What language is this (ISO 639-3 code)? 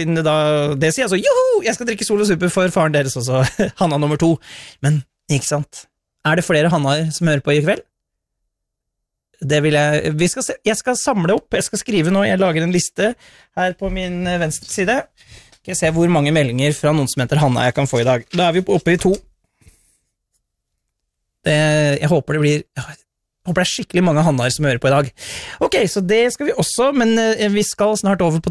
nor